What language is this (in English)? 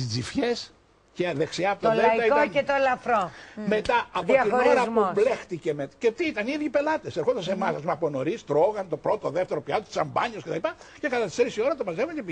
Greek